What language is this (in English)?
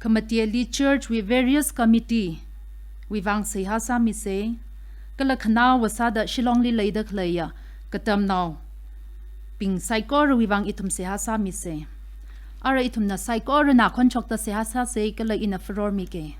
Tangkhul Naga (India)